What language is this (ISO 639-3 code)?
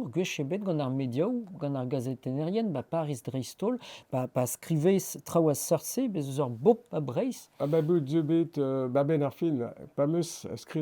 bre